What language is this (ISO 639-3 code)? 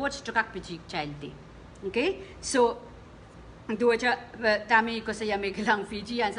pon